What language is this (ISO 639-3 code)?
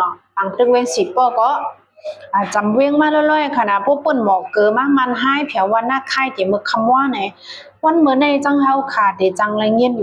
shn